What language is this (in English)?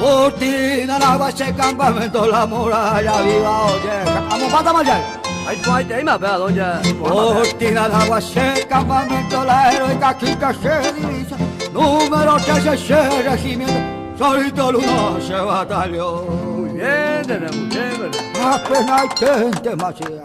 Guarani